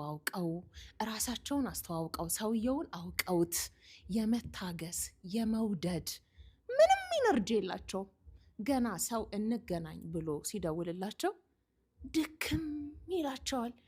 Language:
Amharic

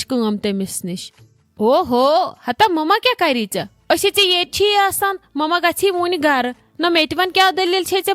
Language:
Kashmiri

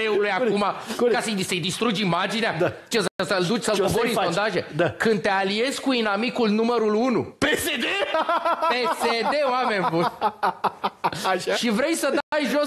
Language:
Romanian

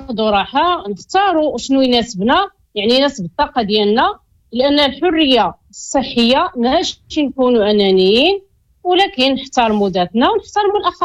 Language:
Moroccan Arabic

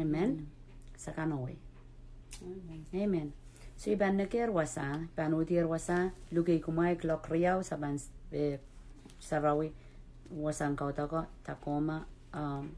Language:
Pohnpeian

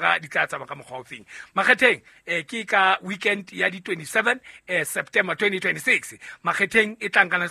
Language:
Southern Sotho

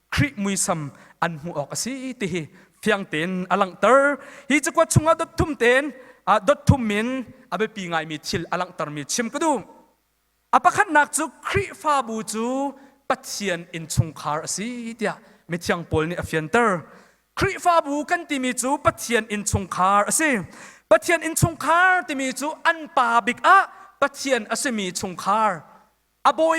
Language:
Hakha Chin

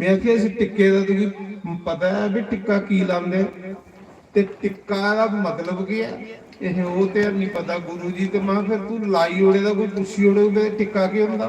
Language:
Dogri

